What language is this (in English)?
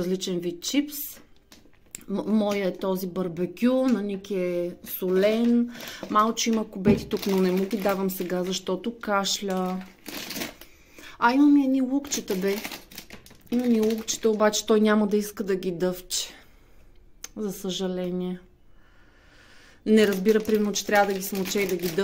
Bulgarian